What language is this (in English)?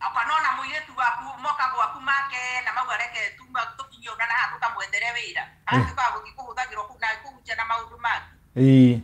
Kikuyu